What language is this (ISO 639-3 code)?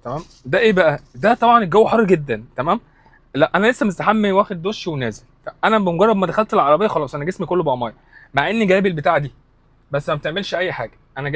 arz